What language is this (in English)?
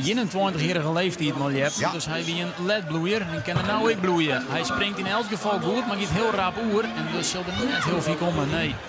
Western Frisian